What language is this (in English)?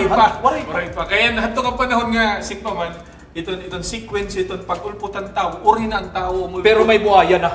Waray